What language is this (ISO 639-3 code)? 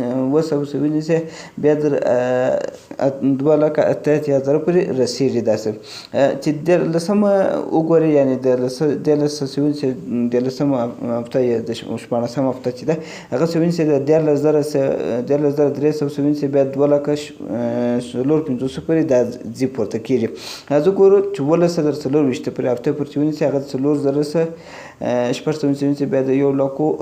pus